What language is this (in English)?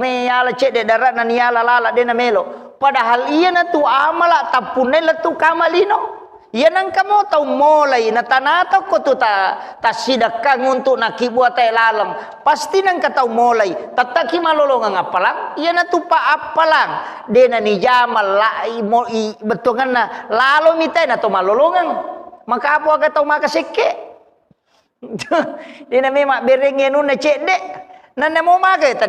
Buginese